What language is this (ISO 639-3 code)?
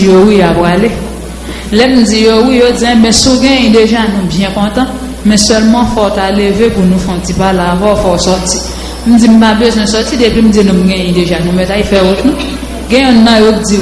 hat